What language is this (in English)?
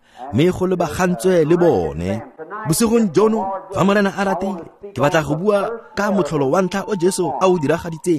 Tswana